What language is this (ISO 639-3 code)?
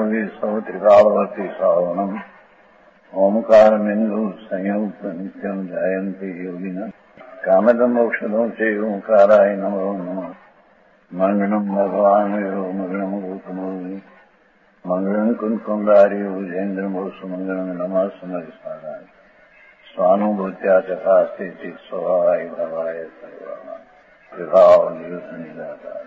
guj